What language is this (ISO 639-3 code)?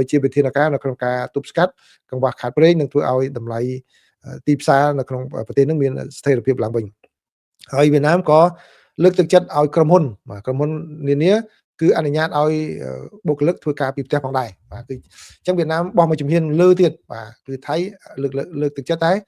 khm